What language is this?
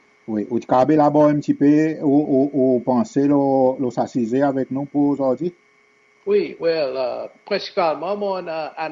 Seselwa Creole French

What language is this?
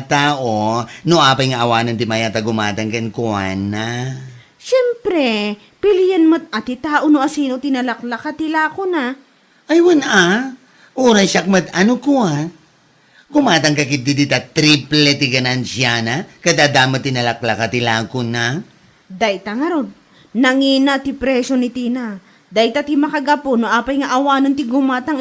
Iloko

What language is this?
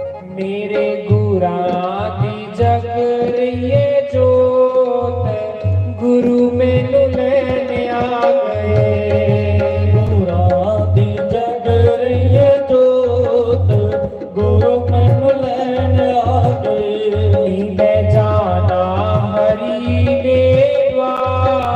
Dogri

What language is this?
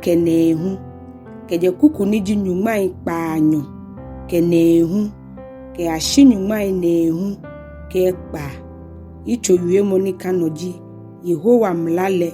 Ga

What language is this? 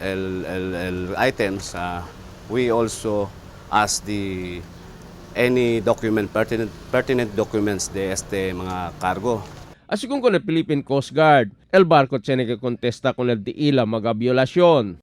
Chavacano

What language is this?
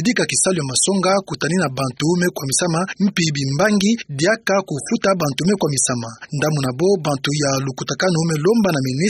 Kituba (Democratic Republic of Congo)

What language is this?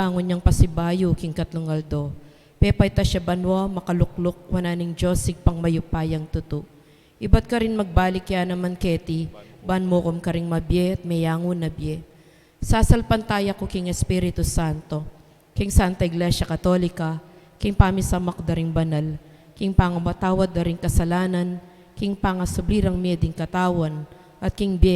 Pampanga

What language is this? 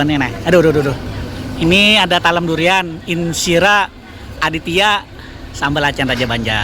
Banjar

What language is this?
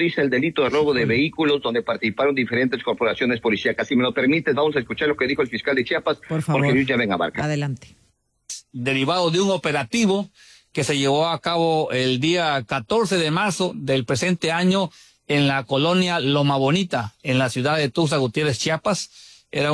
Spanish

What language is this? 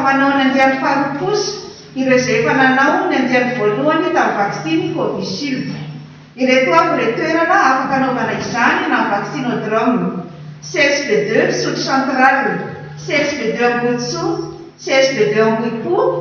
Malagasy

